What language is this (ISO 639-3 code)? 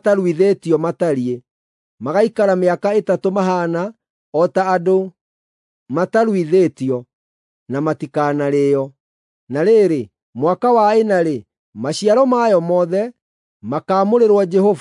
kik